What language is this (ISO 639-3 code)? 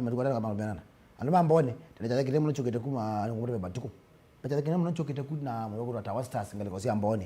kam